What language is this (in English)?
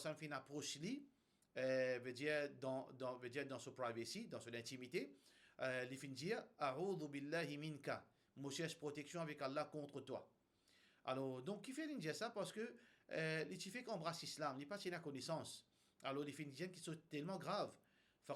Morisyen